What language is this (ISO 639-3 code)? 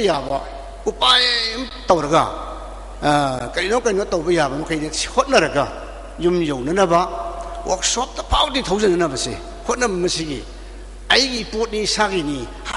mni